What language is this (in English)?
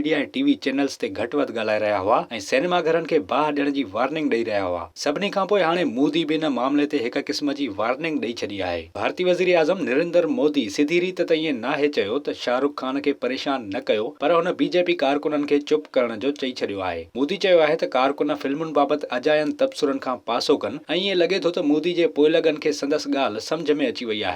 Sindhi